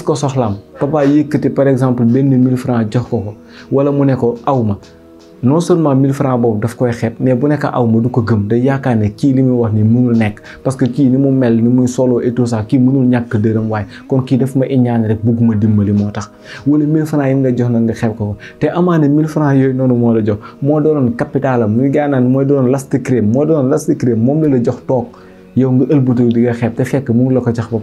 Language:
Wolof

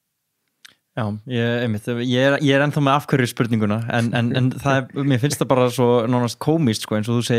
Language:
Icelandic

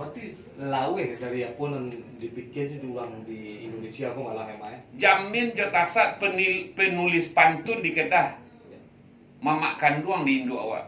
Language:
Minangkabau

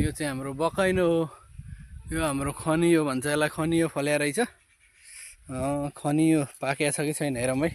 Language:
Nepali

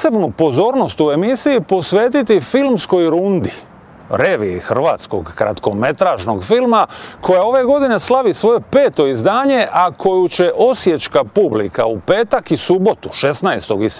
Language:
Croatian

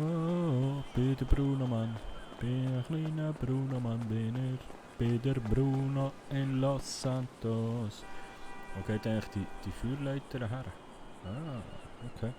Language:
Swiss German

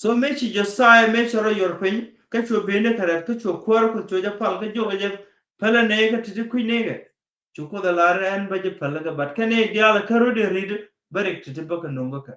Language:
Nuer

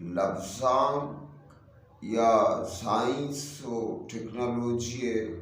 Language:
Eastern Balochi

